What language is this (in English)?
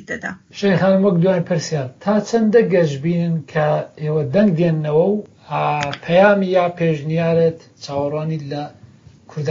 Central Kurdish